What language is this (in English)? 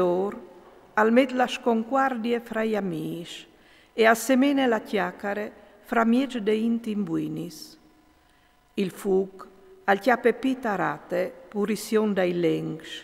Friulian